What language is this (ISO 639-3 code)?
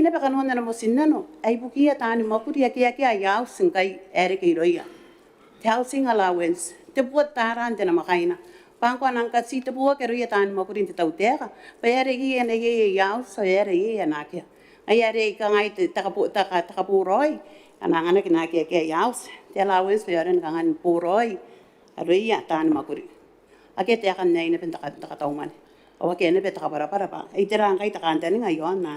gil